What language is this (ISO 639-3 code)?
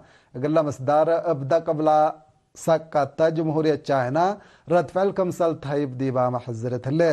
tig